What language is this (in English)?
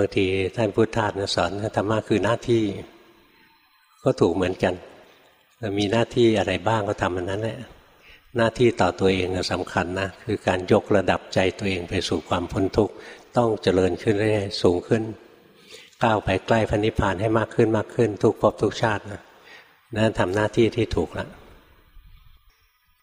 Thai